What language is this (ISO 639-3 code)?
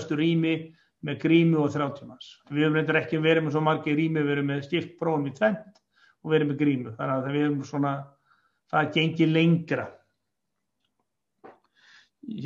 isl